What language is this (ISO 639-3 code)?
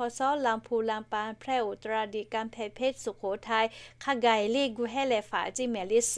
lhu